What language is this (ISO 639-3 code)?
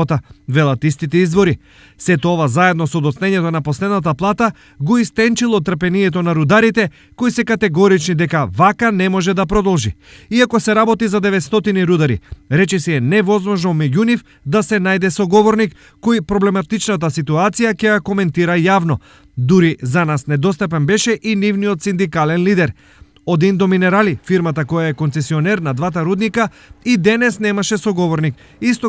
mkd